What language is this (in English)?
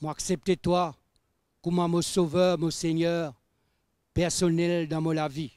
Morisyen